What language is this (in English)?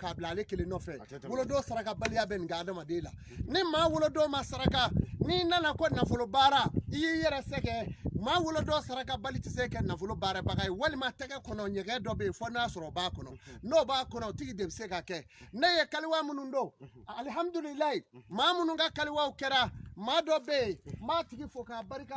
Bambara